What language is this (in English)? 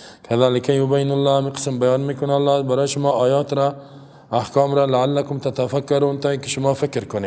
Persian